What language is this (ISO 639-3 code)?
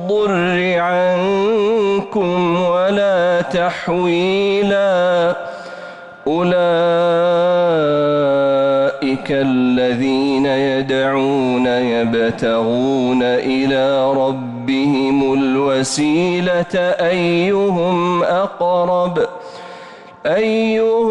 ara